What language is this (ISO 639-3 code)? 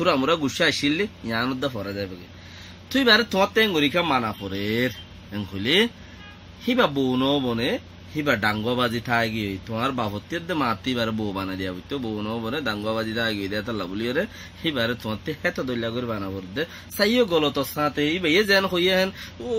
rhg